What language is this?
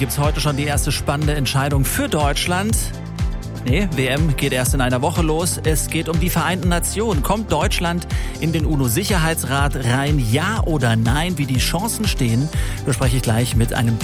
German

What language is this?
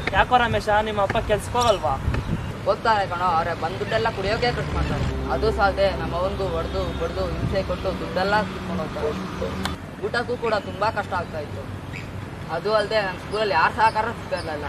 Kannada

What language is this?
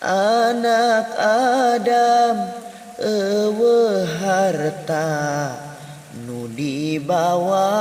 Sundanese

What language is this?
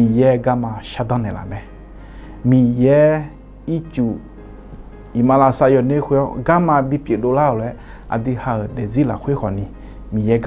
Akha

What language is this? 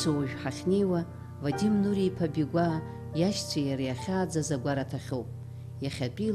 Abkhazian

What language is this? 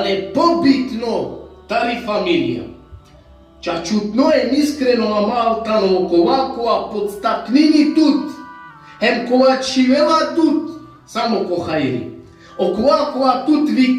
Balkan Romani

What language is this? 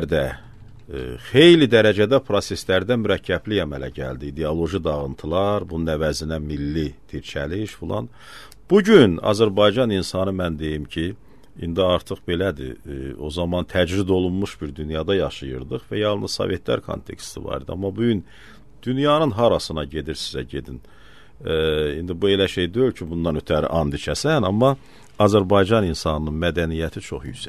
Azerbaijani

